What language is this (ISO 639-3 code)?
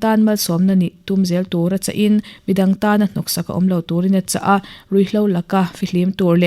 lus